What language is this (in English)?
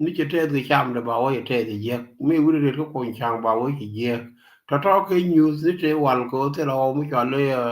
Nuer